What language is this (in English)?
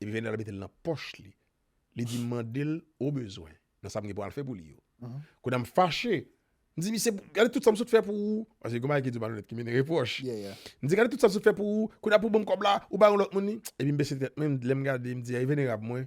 Haitian Creole